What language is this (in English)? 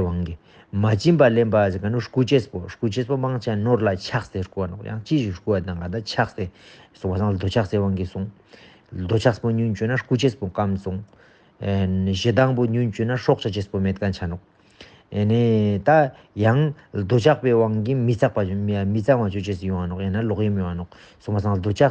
Ladakhi